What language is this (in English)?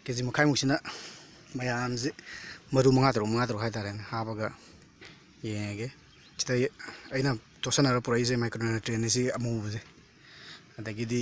Manipuri